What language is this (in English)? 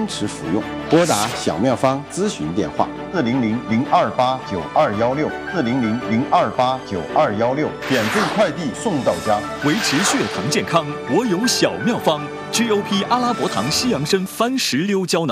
Chinese